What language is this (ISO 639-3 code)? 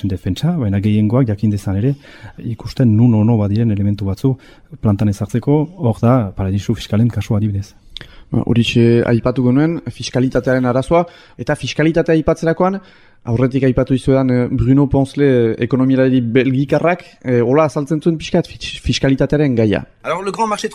eus